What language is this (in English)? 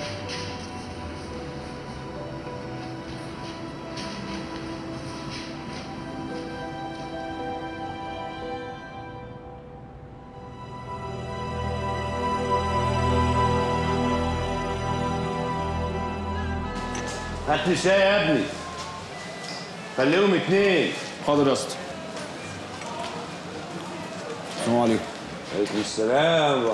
Egyptian Arabic